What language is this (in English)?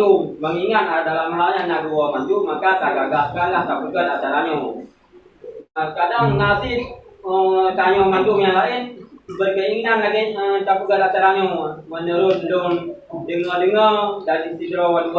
Achinese